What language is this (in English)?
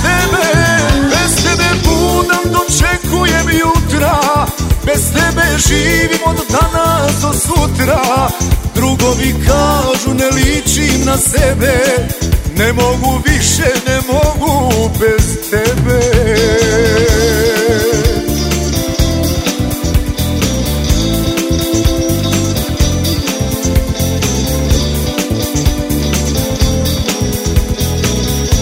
Serbian